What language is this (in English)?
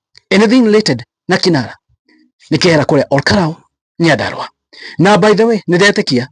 Kikuyu